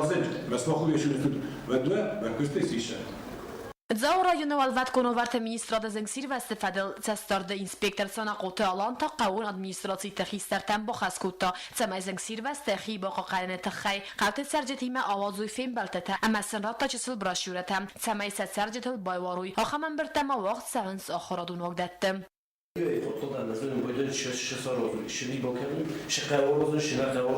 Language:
Ossetic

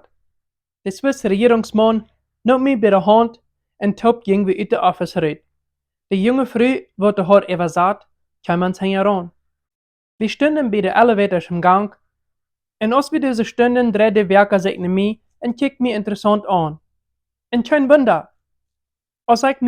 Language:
Plautdietsch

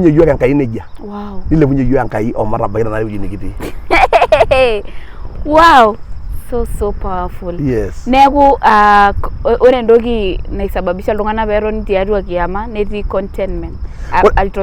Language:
Masai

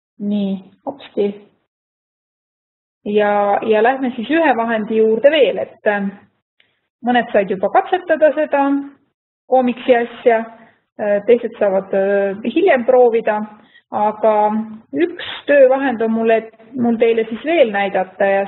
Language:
Estonian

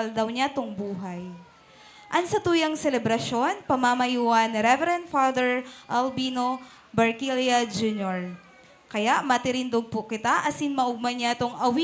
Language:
Bikol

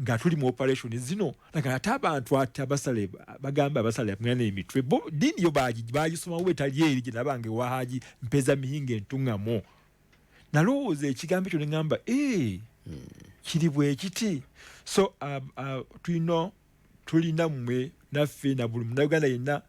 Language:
Ganda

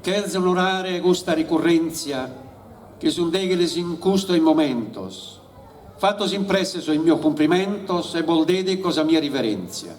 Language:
Sardinian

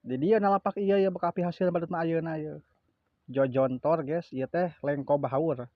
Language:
Sundanese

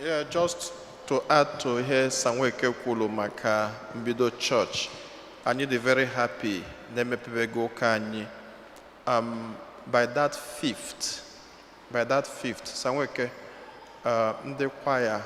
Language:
Igbo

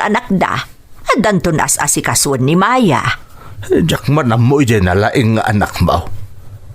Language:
Iloko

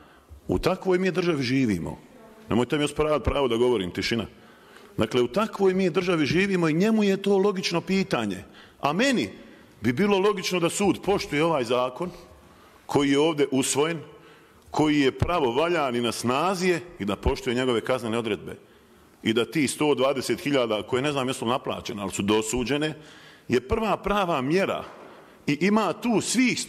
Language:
Bosnian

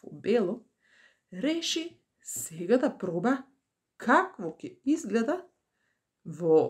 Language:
Macedonian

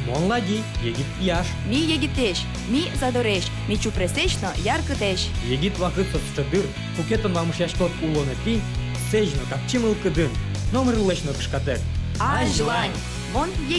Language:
Udmurt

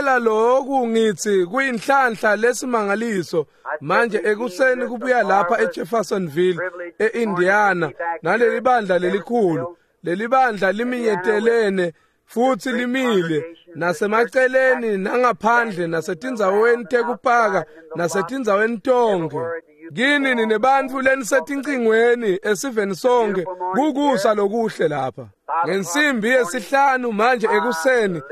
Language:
Swati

